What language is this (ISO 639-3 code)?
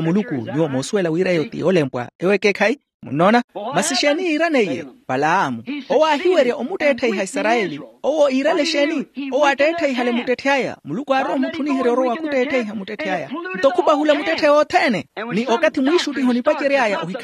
vmw